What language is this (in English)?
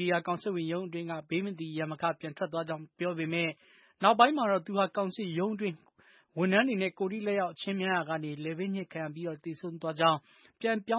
Burmese